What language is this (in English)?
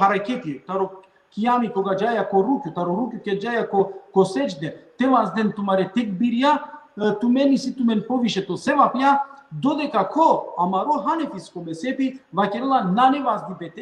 Balkan Romani